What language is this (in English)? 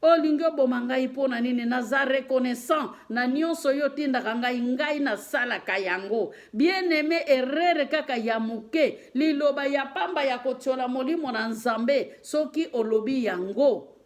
Lingala